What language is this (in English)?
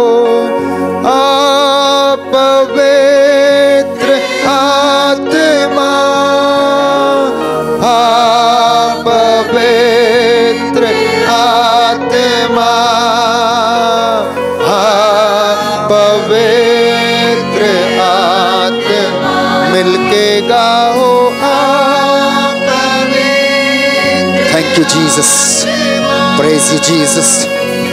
Hindi